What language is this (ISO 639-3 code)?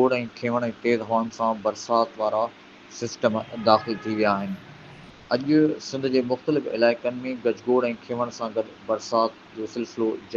snd